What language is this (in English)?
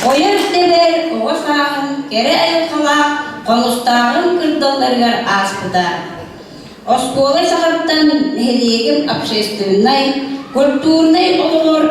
Yakut